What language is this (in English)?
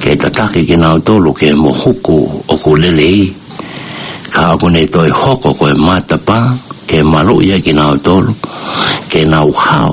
Tongan